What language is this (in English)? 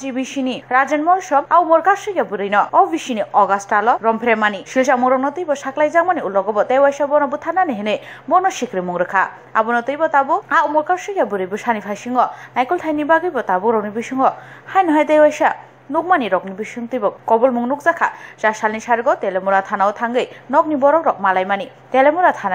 Kok Borok